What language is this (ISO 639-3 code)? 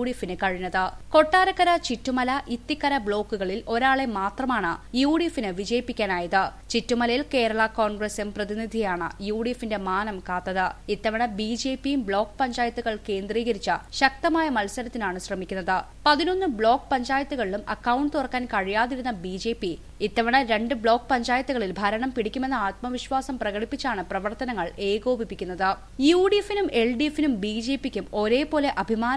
mal